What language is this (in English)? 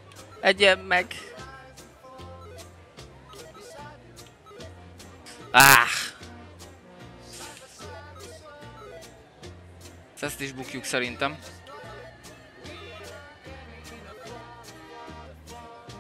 Hungarian